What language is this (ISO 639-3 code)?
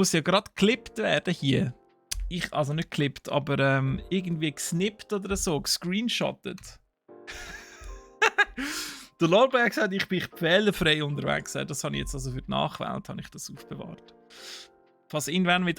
gsw